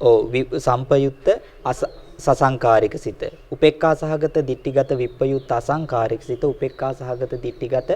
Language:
Sinhala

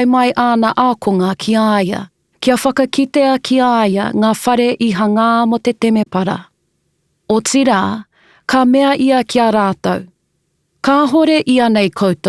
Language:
Māori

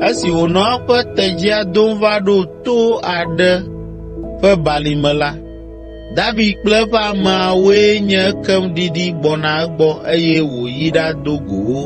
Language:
Ewe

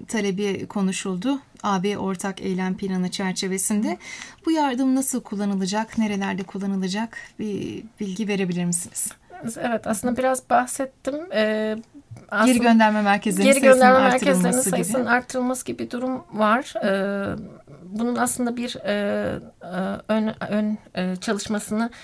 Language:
Turkish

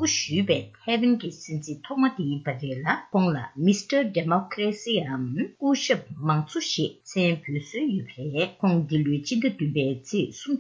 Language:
Tibetan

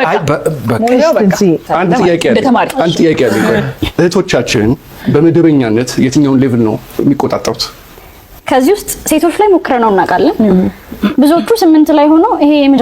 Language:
Amharic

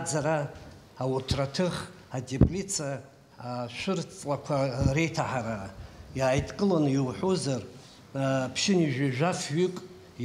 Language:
Abkhazian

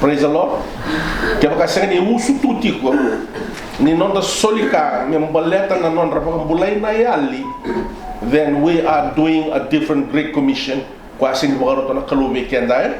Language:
Fijian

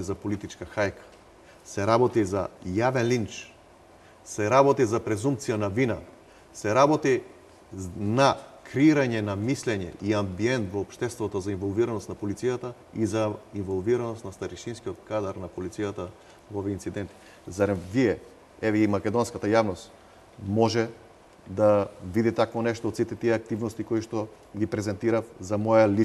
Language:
Macedonian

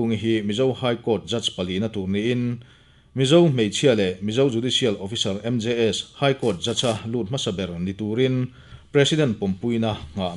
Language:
Mizo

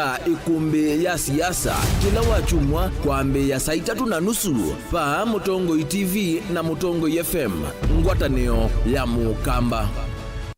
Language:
Kamba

